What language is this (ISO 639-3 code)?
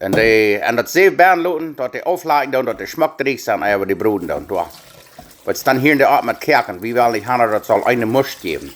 pdt